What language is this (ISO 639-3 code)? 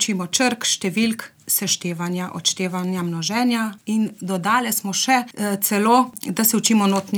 slv